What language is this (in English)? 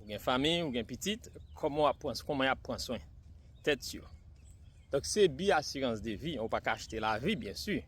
Haitian Creole